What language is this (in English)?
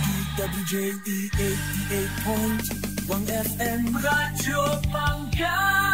Pangasinan